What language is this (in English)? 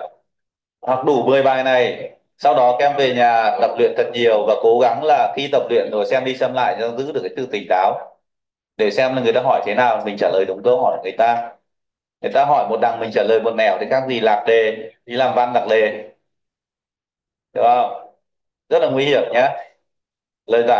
Vietnamese